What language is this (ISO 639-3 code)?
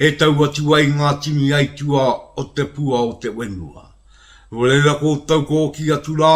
mri